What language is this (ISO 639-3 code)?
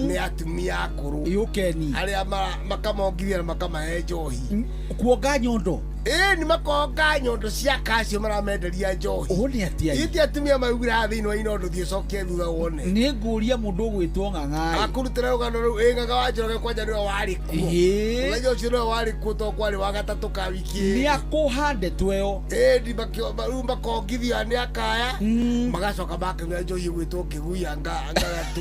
kik